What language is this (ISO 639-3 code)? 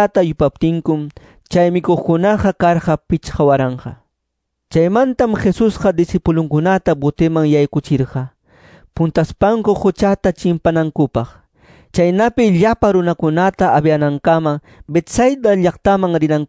que